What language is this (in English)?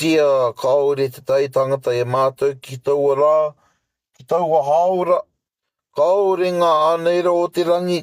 Māori